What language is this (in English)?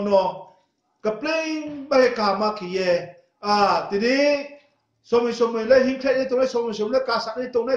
Riang (India)